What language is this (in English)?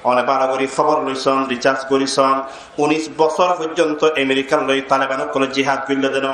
Rohingya